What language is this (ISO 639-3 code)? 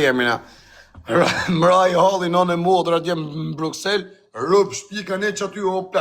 sqi